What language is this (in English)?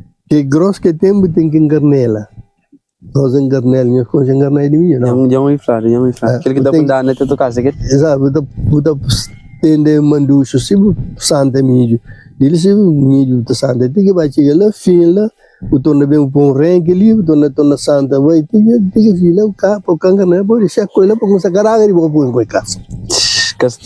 Kabuverdianu